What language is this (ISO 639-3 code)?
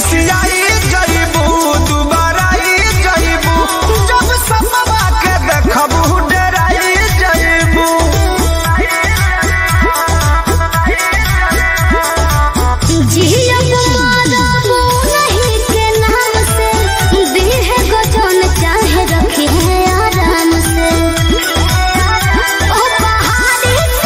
bho